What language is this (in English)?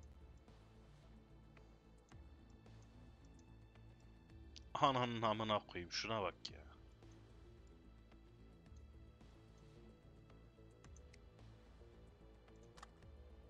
Turkish